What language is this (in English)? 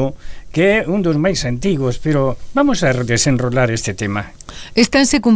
Galician